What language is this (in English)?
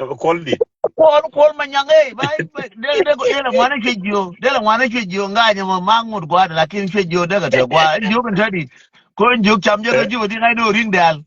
Nuer